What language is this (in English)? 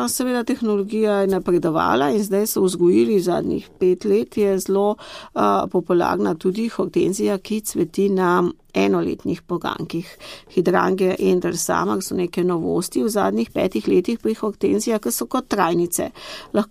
Slovenian